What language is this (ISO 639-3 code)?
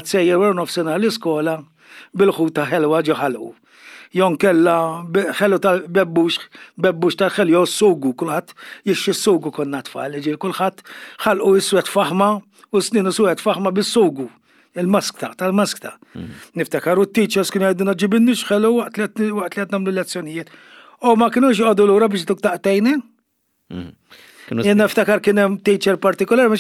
mlt